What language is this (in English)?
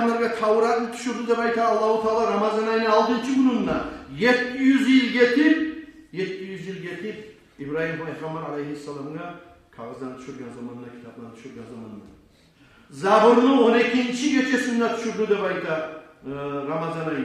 Kumyk